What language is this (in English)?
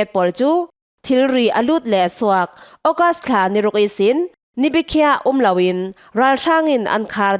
Falam Chin